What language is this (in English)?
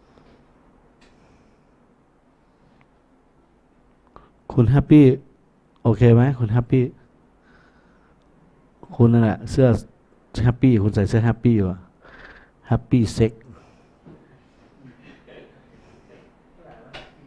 Thai